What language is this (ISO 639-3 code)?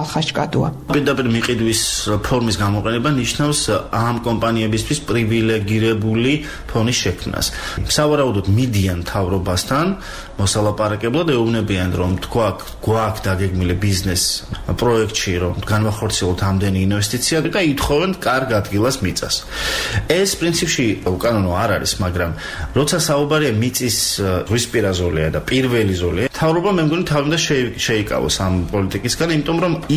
kat